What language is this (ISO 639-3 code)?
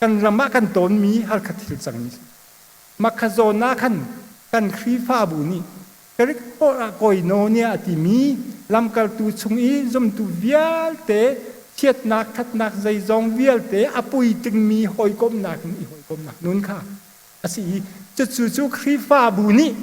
cnh